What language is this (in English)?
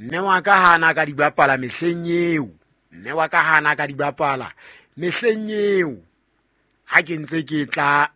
Southern Sotho